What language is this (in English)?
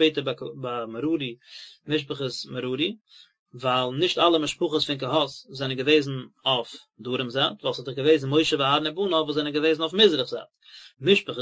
Yiddish